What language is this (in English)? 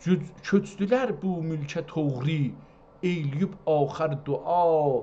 South Azerbaijani